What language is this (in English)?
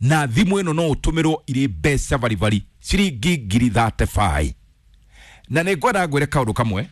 Kikuyu